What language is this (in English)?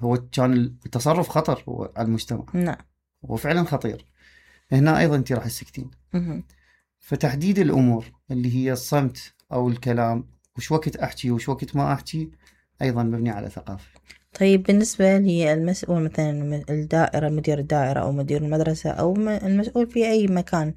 Mesopotamian Arabic